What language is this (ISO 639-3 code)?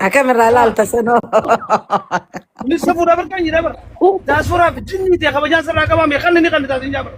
orm